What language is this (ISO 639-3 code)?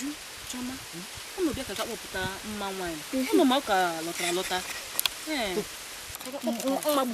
ibo